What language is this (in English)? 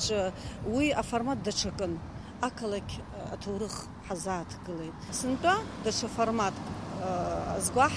Abkhazian